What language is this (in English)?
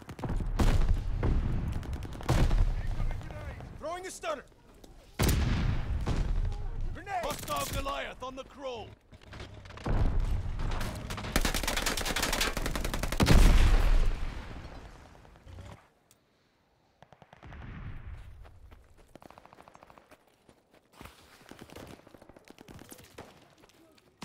English